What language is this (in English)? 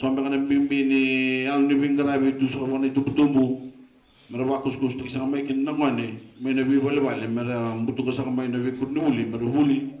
Fijian